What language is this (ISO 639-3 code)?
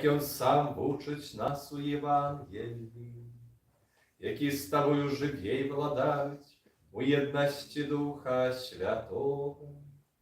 bel